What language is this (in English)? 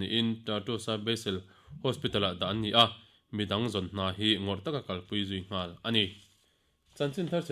Mizo